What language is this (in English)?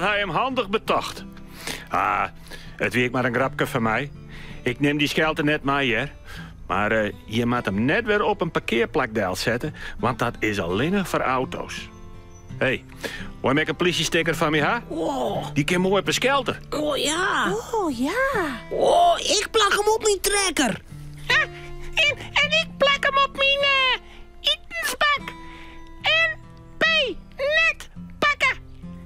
Western Frisian